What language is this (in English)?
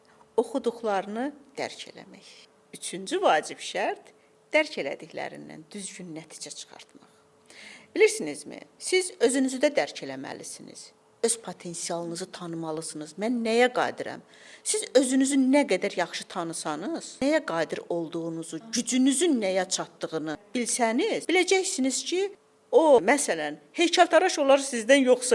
Azerbaijani